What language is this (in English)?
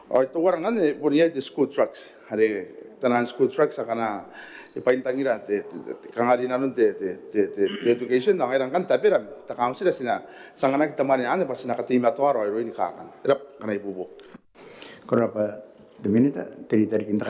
Gilbertese